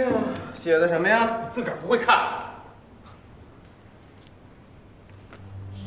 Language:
Chinese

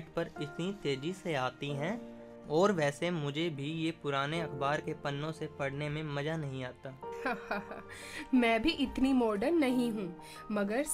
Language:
Hindi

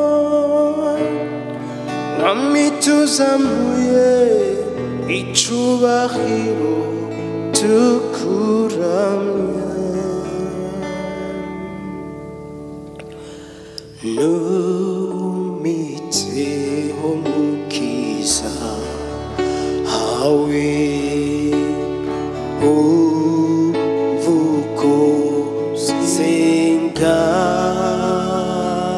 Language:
Kinyarwanda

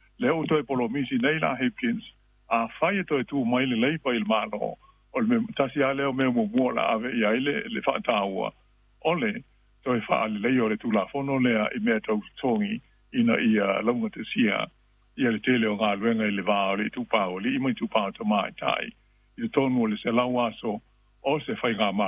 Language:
Samoan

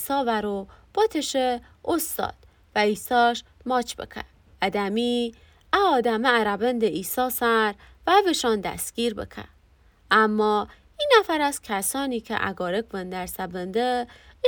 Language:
Gilaki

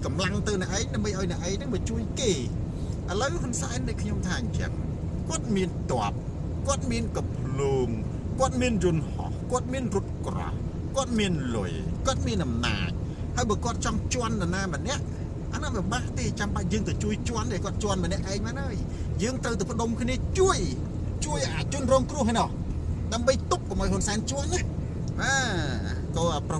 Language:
Khmer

